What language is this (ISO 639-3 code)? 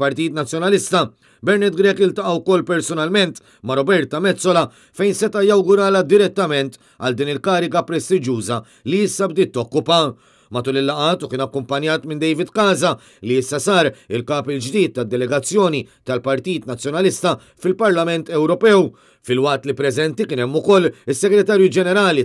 mlt